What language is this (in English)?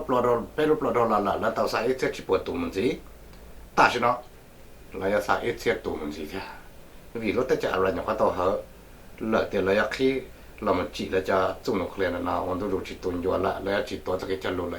Hmong